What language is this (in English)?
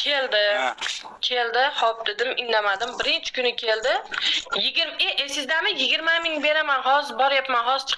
Uzbek